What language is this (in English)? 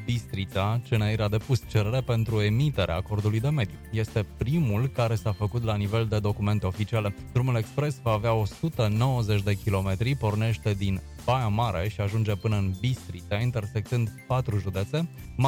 Romanian